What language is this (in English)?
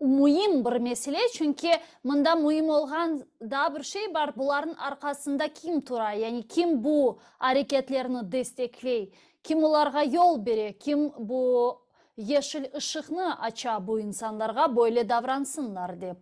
Crimean Tatar